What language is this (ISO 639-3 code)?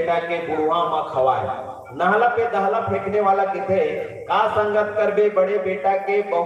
hne